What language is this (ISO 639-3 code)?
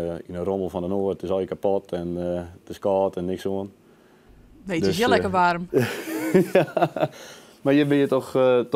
fry